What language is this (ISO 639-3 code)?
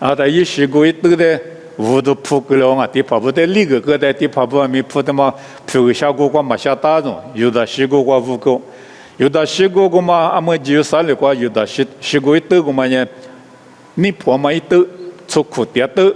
lis